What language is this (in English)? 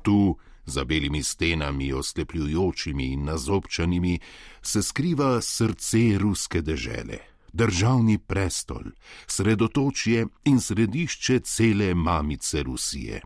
Slovenian